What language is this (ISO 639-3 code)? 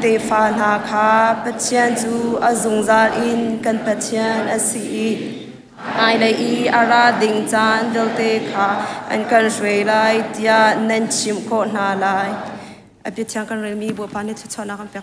cnh